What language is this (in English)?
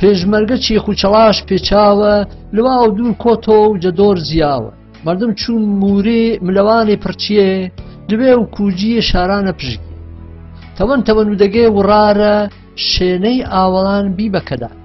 Gurani